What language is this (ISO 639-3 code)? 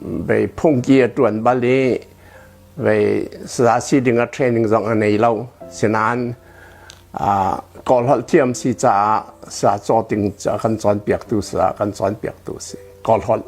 cnh